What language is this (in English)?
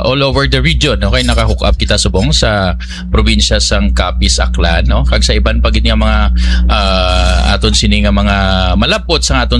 Hiligaynon